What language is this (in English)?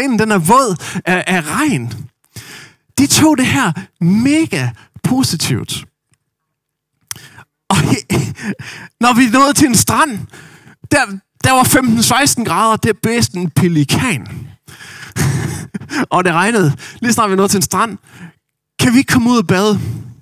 Danish